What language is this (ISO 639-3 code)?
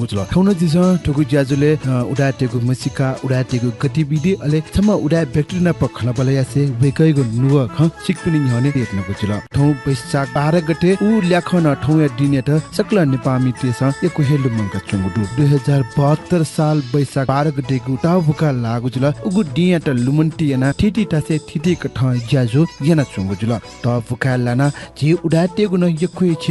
new